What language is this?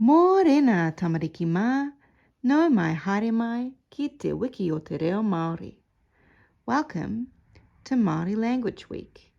Māori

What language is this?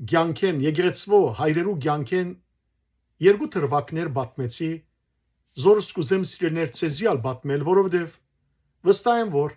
Western Armenian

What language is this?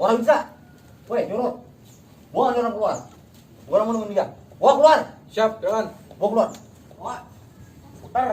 Betawi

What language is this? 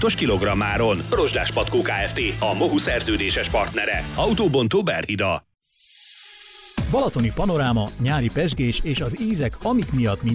Hungarian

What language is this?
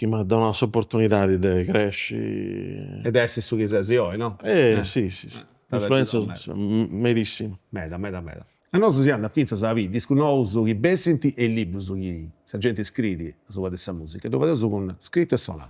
Sardinian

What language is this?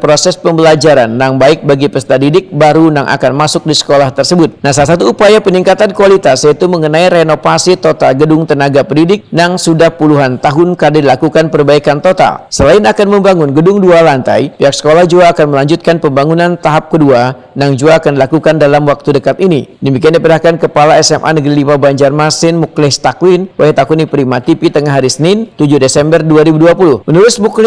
Banjar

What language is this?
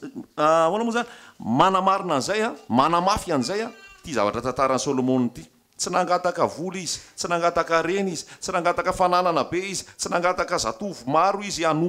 Malagasy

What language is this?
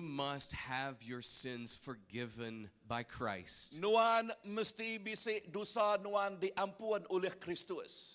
Iban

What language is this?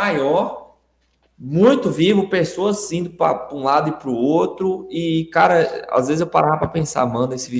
Portuguese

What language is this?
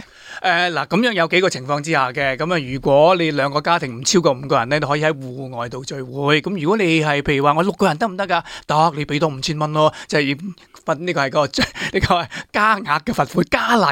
Cantonese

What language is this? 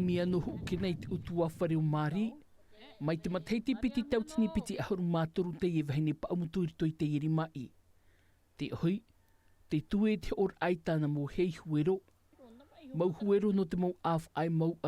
Tahitian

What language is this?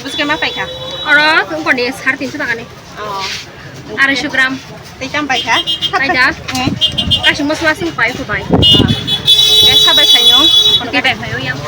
Kok Borok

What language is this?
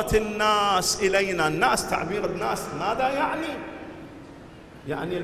Arabic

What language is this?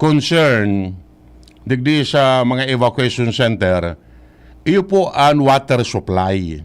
Bikol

